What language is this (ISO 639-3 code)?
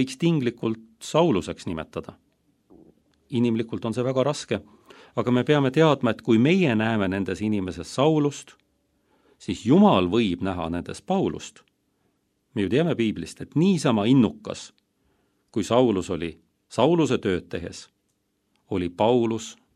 est